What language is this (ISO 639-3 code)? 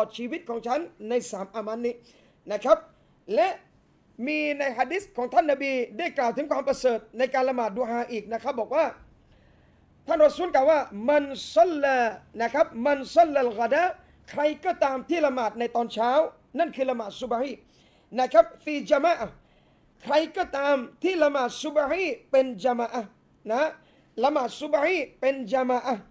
tha